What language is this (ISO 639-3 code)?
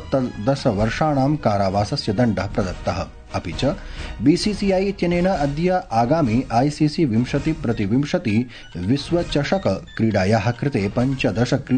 san